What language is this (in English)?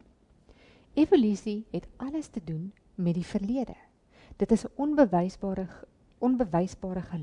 Afrikaans